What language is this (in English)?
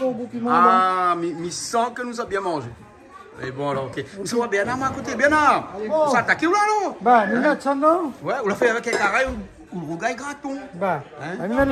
Réunion Creole French